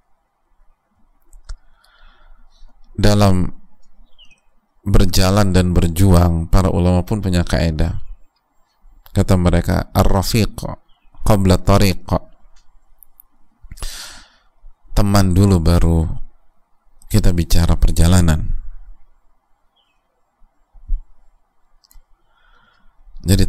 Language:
Indonesian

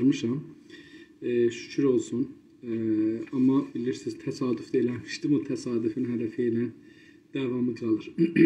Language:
South Azerbaijani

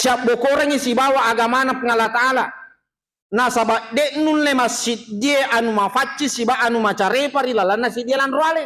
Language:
Buginese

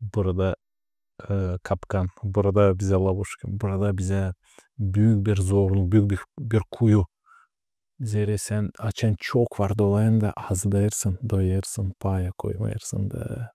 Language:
Gagauz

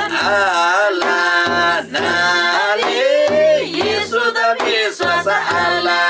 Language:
Eastern Tamang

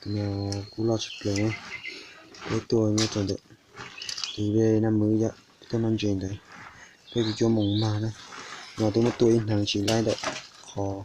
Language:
Hmong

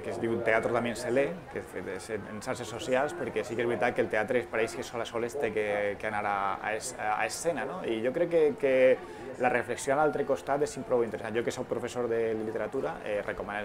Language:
Catalan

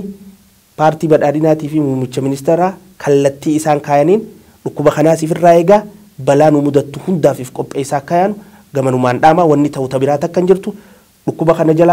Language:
Oromo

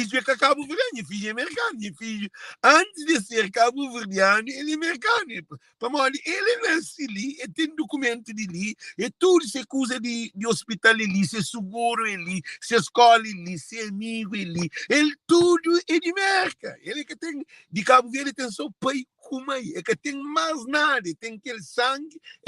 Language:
Kabuverdianu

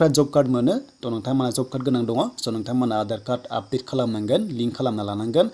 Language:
Bodo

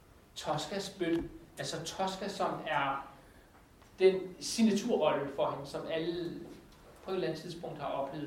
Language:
Danish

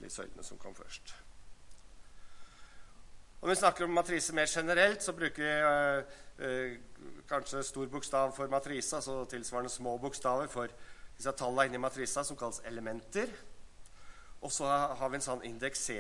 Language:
Norwegian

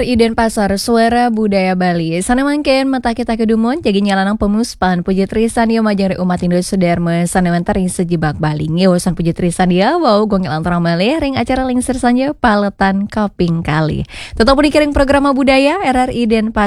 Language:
Balinese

